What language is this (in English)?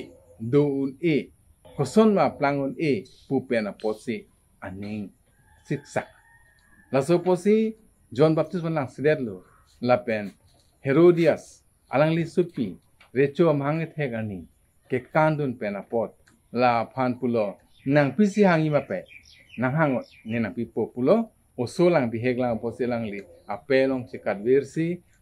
Karbi